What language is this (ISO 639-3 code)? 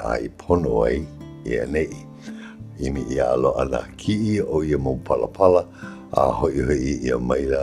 haw